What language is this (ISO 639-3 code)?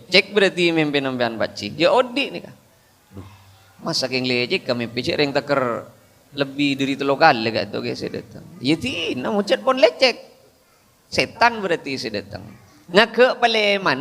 mad